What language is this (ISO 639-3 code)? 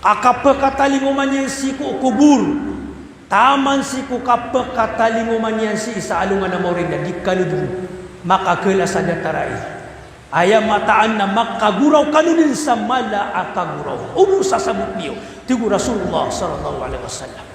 mrw